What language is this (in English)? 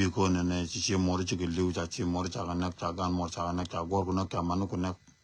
Nuer